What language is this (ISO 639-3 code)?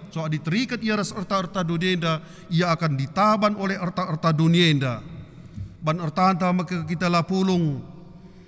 btx